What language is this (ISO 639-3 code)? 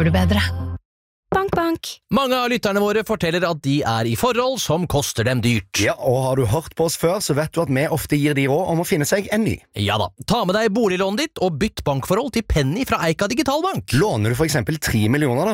nor